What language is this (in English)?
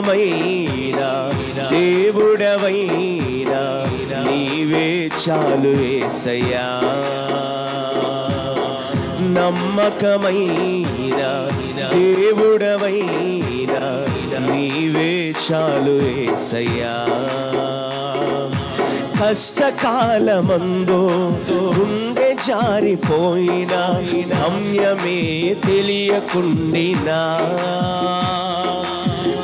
Telugu